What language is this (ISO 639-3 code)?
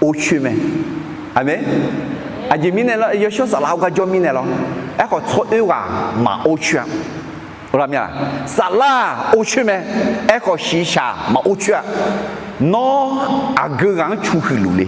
ahk